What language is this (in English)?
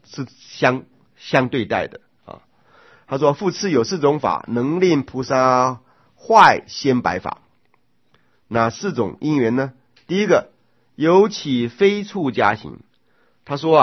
Chinese